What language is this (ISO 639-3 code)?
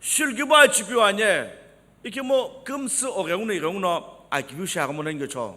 nsm